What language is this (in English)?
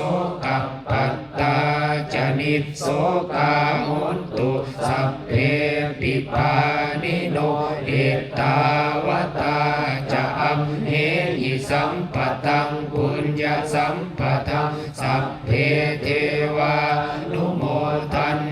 Pali